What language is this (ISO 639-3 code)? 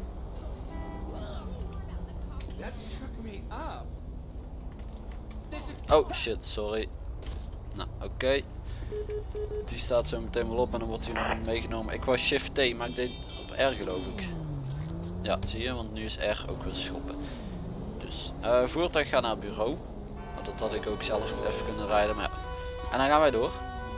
nld